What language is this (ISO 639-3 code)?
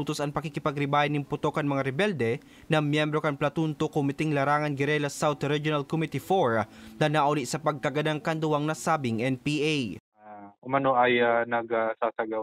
bik